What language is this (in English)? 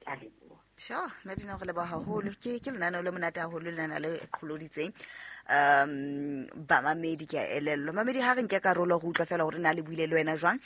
Southern Sotho